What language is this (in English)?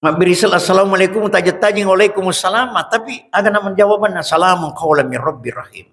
Buginese